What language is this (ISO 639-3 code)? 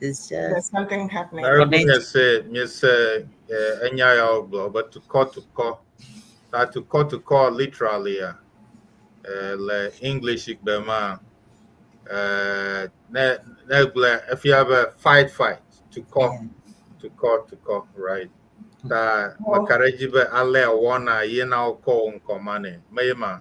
ewe